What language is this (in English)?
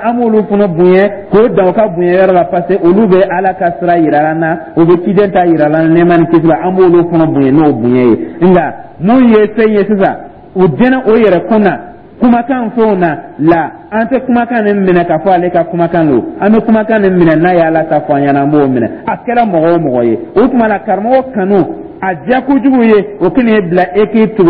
Dyula